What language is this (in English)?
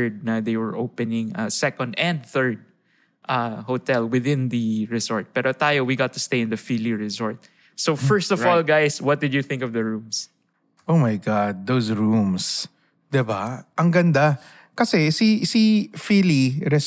Filipino